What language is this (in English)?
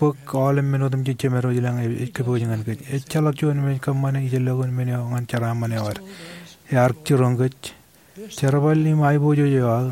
Marshallese